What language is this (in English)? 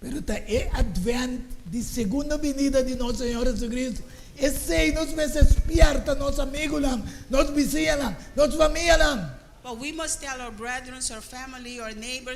Papiamento